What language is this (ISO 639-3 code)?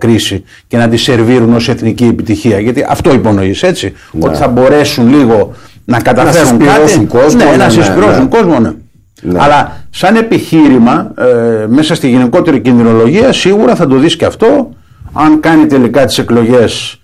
ell